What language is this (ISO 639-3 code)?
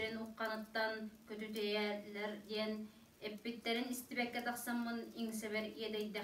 sah